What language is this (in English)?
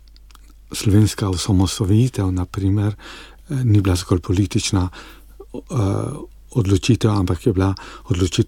Slovenian